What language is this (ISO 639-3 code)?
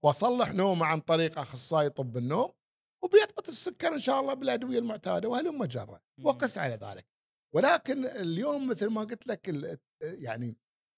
afb